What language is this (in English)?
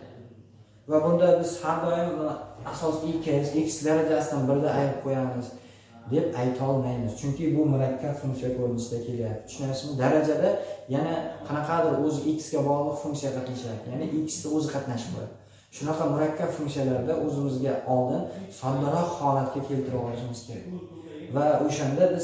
Uzbek